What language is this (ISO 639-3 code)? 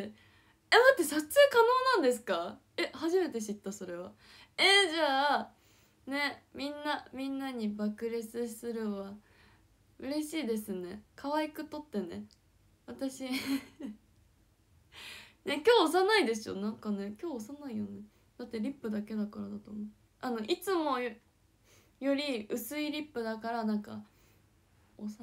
jpn